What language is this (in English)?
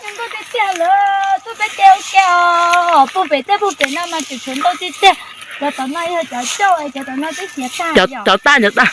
Hmong